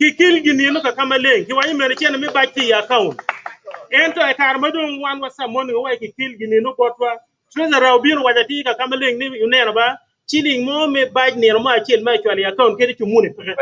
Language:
Acoli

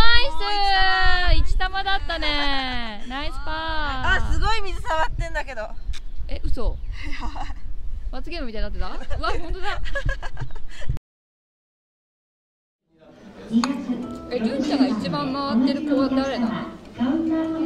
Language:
Japanese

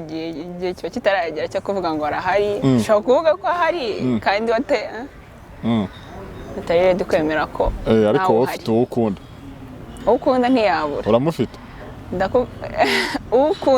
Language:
Kinyarwanda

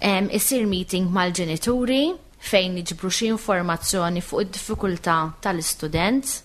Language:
Maltese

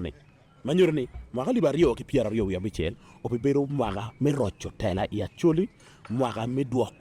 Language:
Acoli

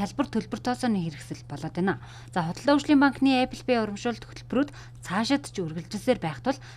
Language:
Mongolian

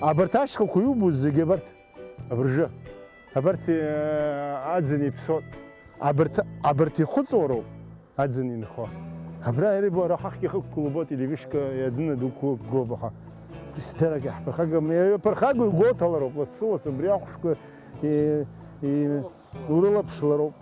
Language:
Abkhazian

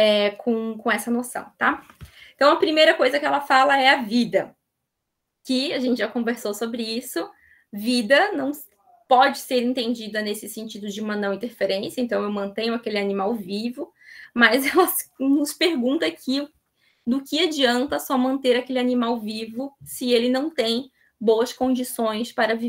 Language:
Portuguese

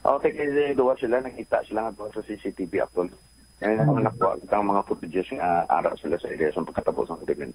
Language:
Hiligaynon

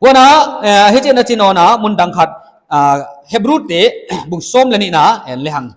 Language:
Paite Chin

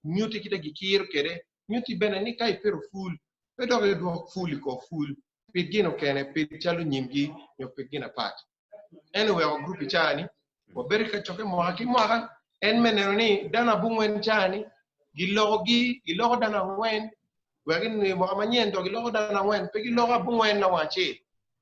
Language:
Acoli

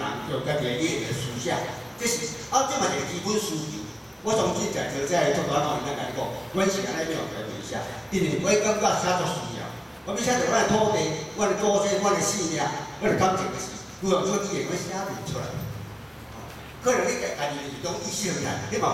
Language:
Min Nan Chinese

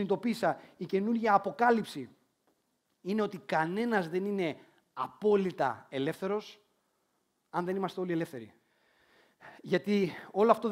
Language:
Greek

